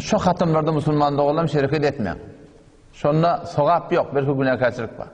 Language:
Turkmen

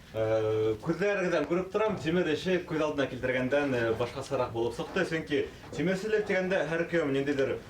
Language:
Bashkir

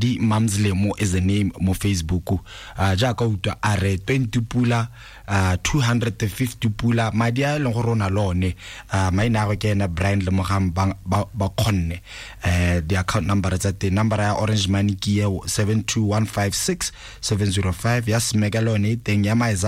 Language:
Tswana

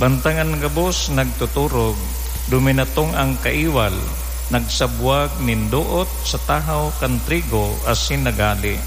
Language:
Bikol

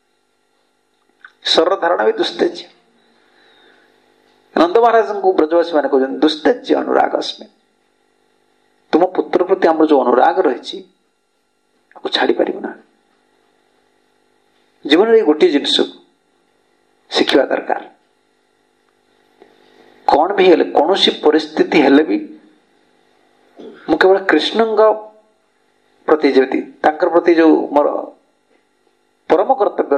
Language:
Odia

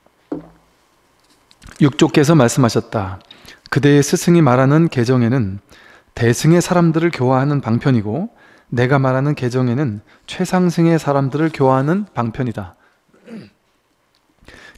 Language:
Korean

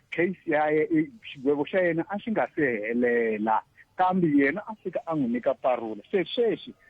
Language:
Tsonga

